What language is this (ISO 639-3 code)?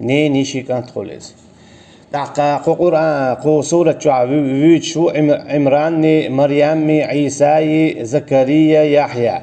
che